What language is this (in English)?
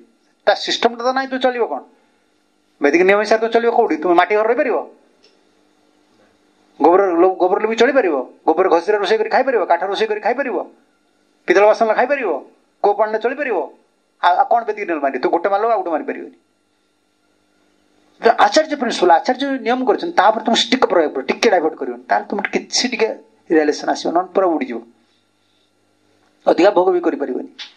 Odia